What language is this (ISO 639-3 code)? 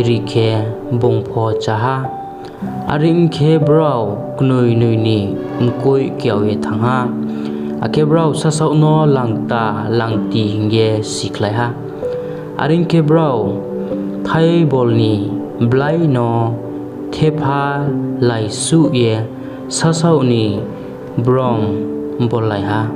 ria